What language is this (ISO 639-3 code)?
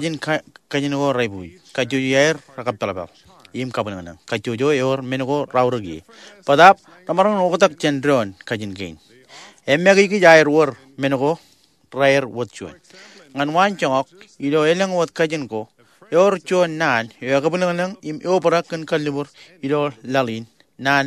mah